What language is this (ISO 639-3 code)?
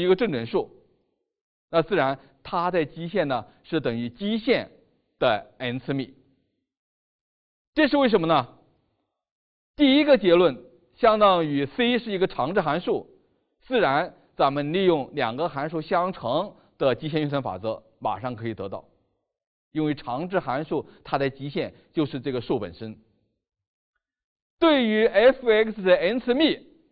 zho